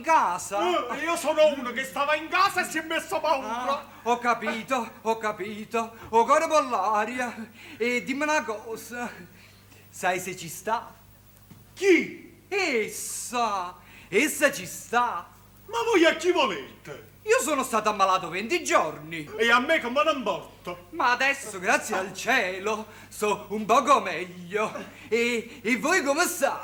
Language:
Neapolitan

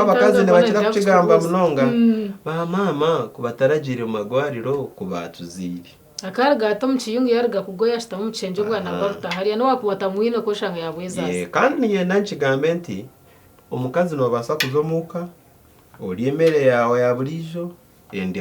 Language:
Nyankole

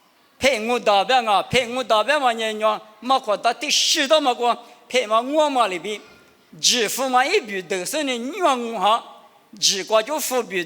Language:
Lisu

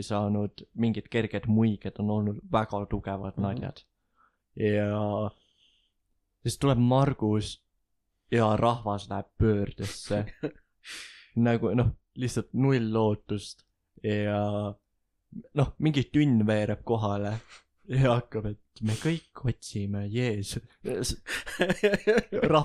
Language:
Estonian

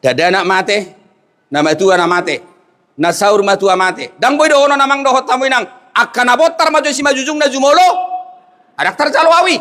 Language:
Batak Toba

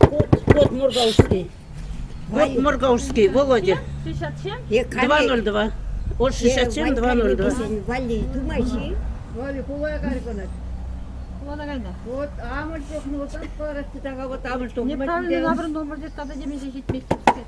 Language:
Chuvash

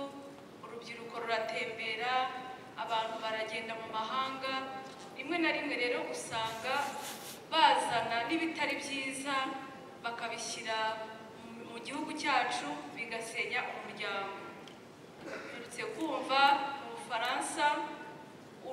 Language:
Kinyarwanda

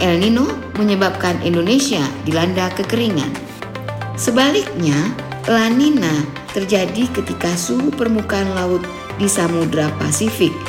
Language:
Indonesian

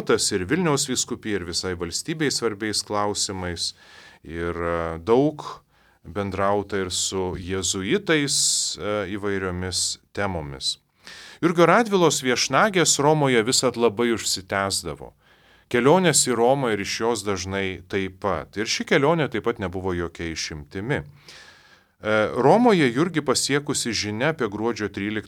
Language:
Lithuanian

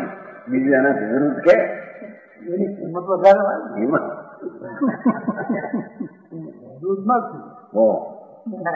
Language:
Gujarati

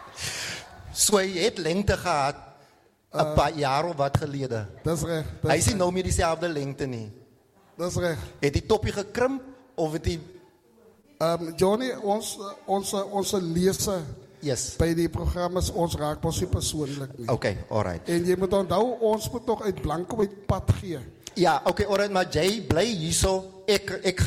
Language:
Afrikaans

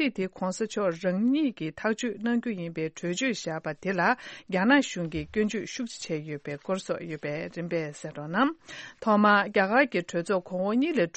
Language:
Tibetan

